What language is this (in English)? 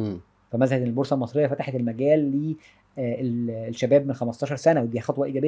Egyptian Arabic